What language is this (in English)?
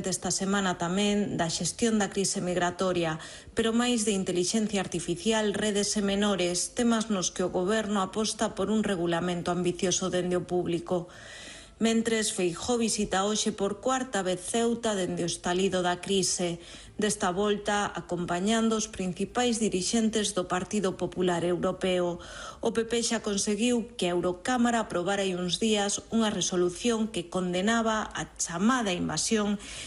Galician